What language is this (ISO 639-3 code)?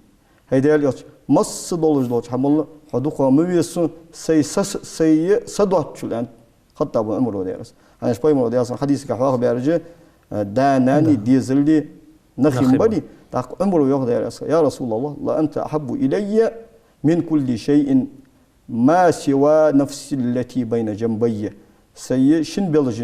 inh